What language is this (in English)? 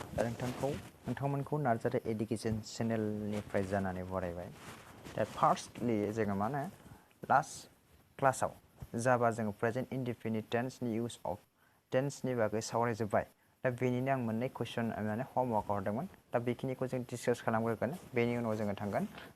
Bodo